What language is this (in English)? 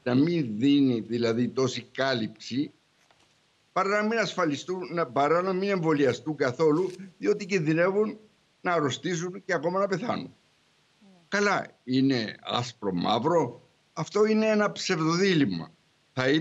Greek